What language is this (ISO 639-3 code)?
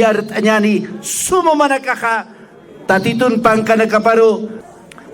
aym